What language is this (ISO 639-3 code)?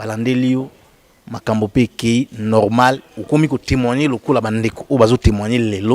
lin